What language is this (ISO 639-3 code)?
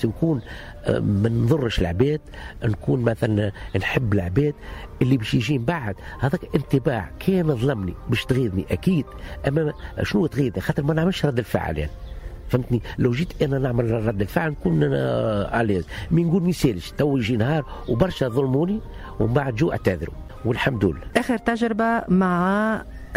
aeb